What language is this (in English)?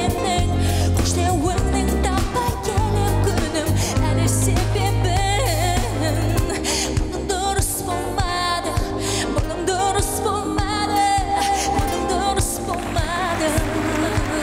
Kazakh